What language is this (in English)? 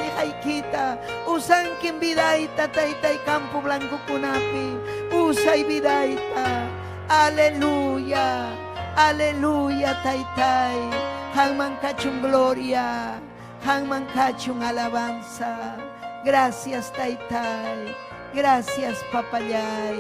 Ayacucho Quechua